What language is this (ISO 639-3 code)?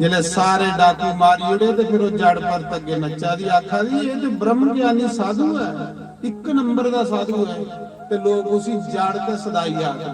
doi